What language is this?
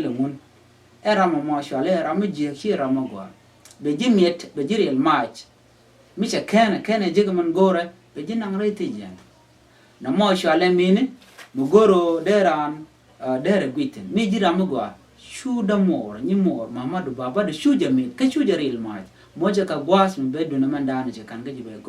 Nuer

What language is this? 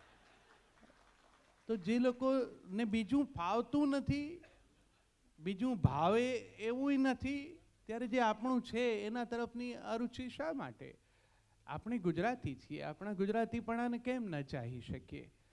Gujarati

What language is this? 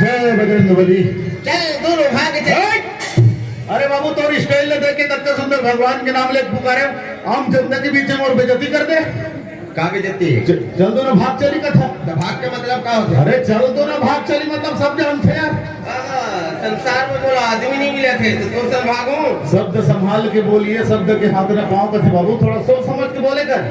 Chhattisgarhi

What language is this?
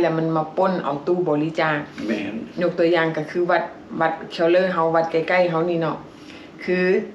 Lao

